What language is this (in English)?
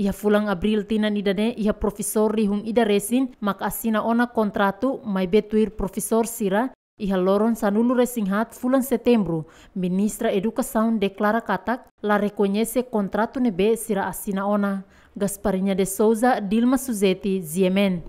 Tetum